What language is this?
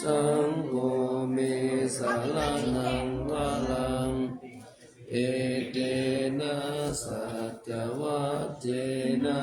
Pali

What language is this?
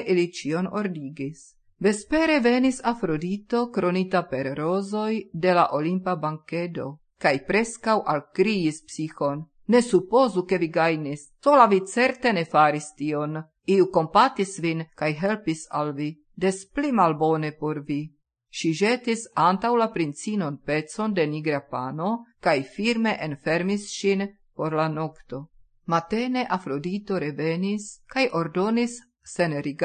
Esperanto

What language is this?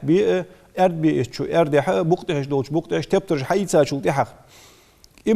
Ingush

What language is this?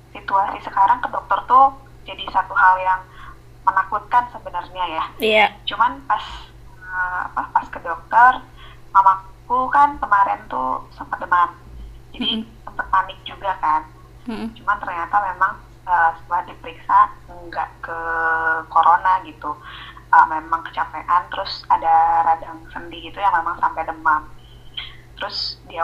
Indonesian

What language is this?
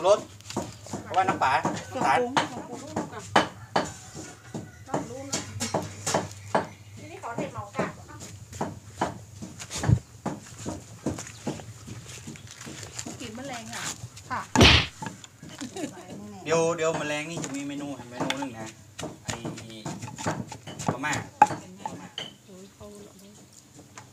Thai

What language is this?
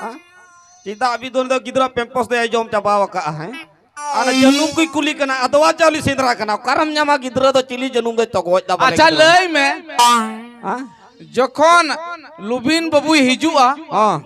Santali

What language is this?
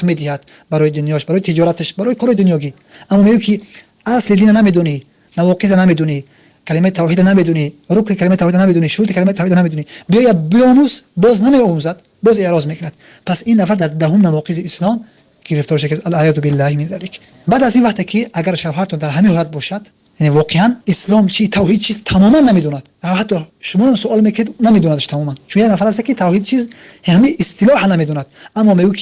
Tajik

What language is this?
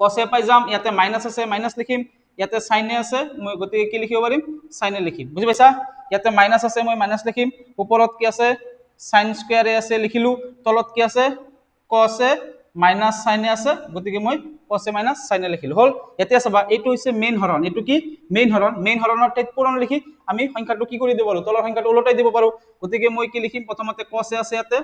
Assamese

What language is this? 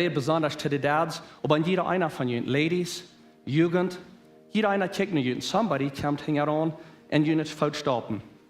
Plautdietsch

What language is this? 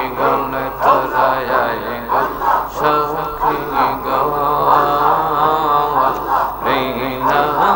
Bangla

